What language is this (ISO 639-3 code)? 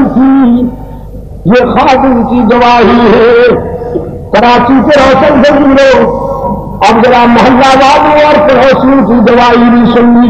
urd